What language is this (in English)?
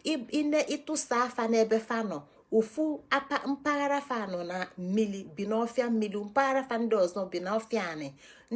Igbo